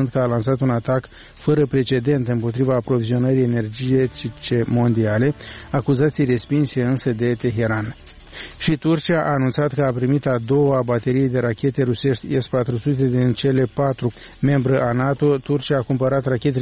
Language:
Romanian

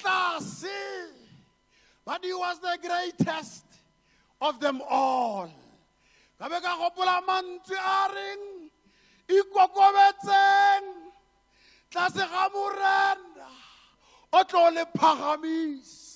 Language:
Tswana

